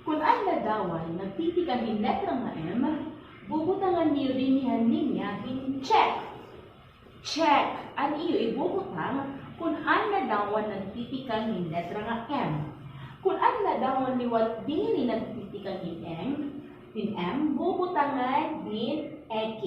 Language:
Waray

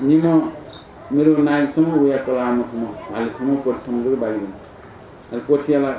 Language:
Newari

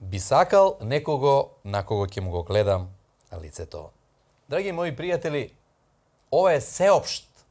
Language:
Macedonian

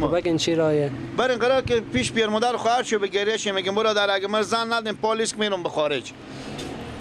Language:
Persian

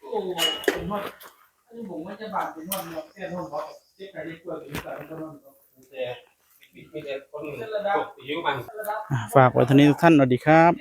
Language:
Northeastern Thai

